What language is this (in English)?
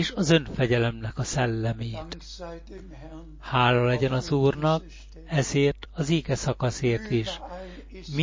Hungarian